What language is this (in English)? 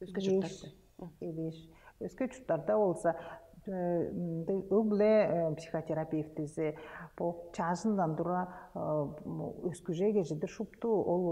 Tuvinian